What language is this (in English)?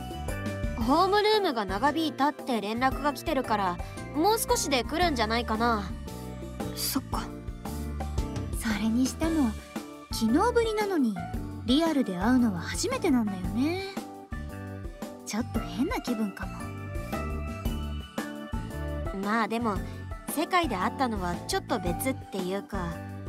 Japanese